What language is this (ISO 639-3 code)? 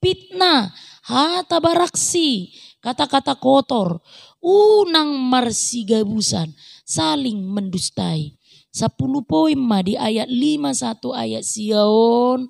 bbc